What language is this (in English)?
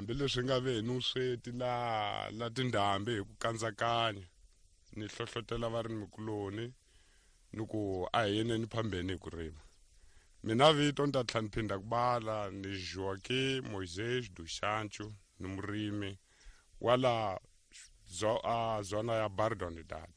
Tsonga